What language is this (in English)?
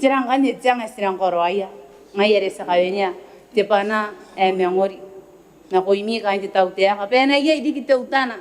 Gilbertese